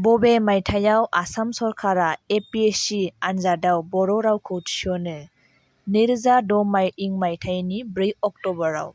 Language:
Bodo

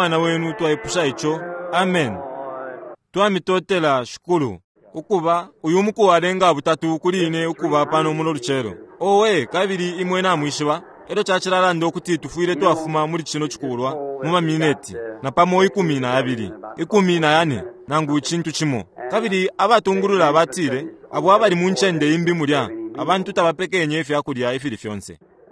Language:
Bemba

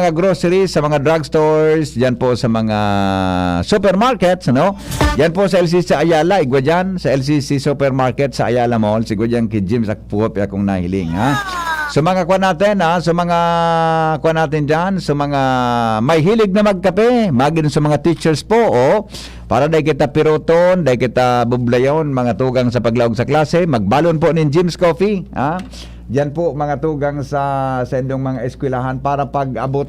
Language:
Bikol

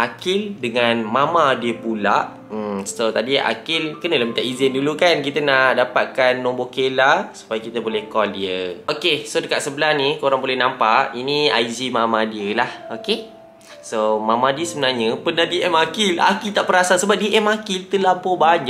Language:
Malay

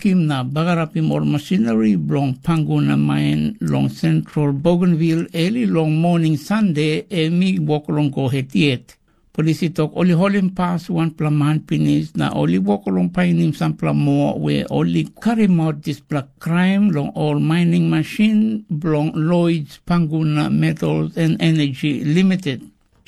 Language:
Tok Pisin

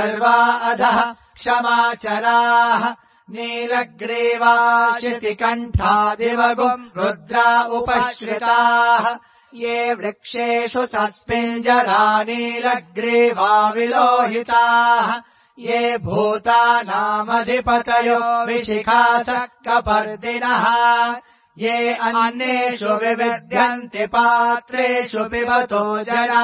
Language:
Sanskrit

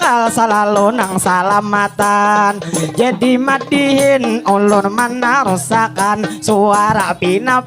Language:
Banjar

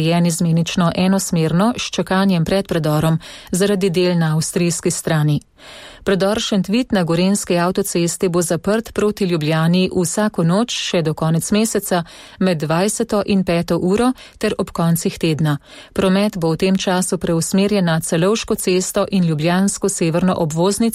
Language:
Slovenian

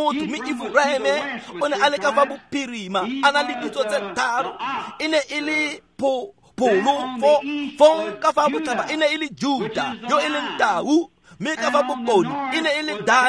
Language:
Tswana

